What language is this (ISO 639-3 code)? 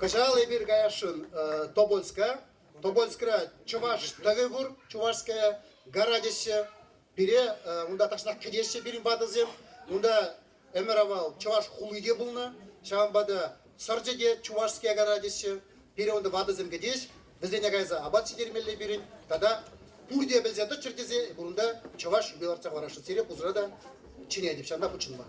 chv